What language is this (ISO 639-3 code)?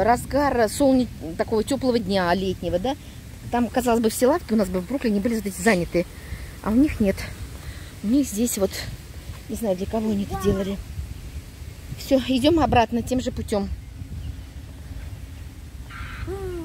rus